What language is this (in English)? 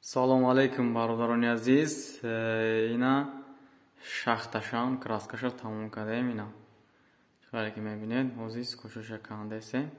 Tajik